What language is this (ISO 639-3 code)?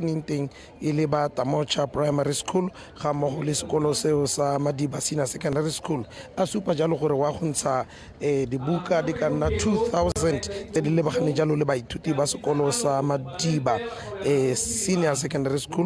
tsn